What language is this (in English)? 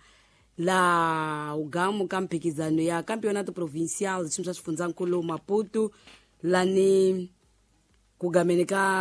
Tsonga